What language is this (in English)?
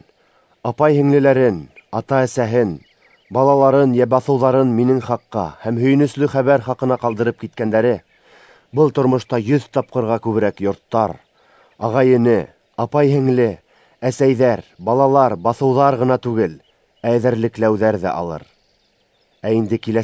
Bashkir